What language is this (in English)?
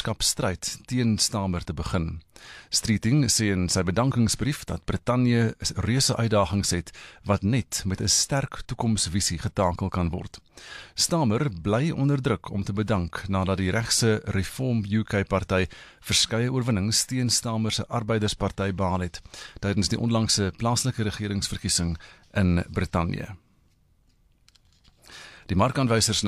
Afrikaans